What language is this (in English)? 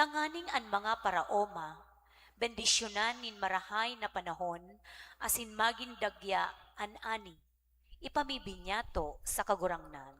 Bikol